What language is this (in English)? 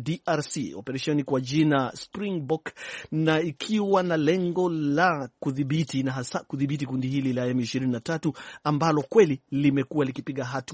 Swahili